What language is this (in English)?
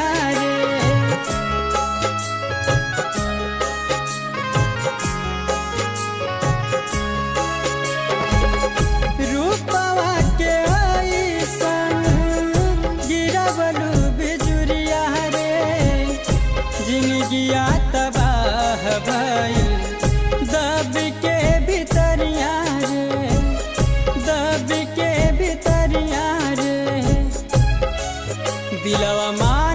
Bhojpuri